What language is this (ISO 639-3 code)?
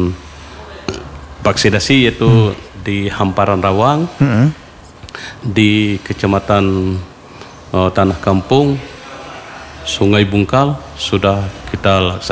ind